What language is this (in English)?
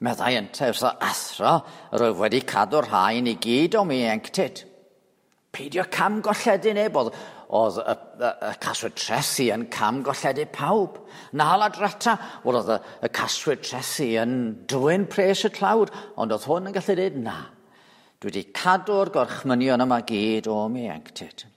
Welsh